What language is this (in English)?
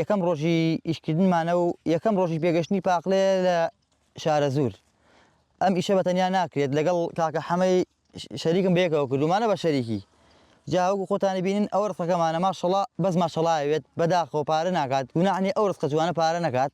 Central Kurdish